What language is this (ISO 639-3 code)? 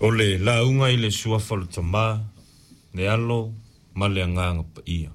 smo